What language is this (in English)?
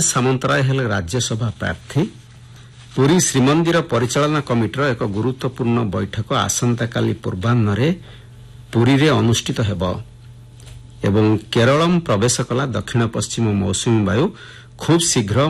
Odia